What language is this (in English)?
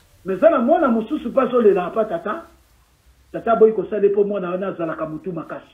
Lingala